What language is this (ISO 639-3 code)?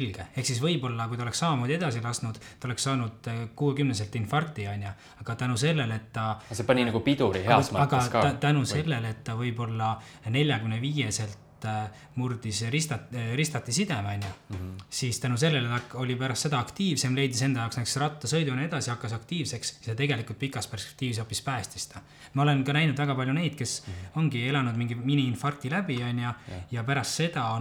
est